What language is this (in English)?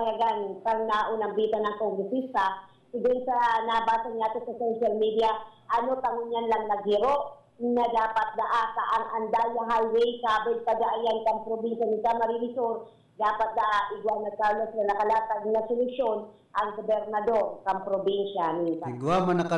Bikol